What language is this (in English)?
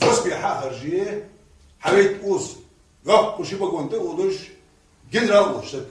Ingush